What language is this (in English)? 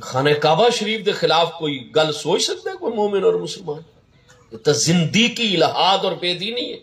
Saraiki